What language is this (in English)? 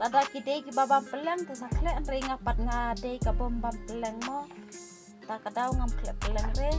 Khasi